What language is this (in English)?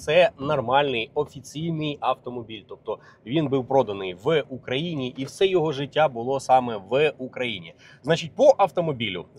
Ukrainian